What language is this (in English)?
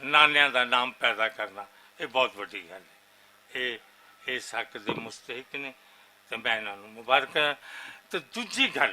Western Panjabi